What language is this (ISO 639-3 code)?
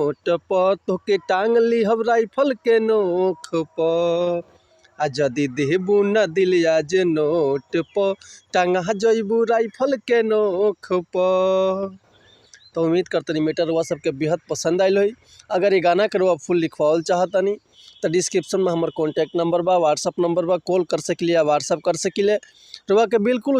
bho